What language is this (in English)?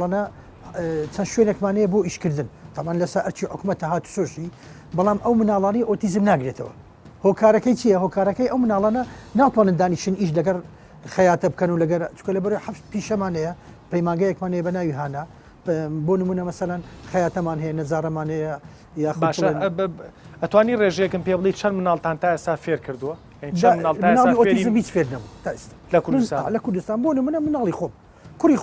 Central Kurdish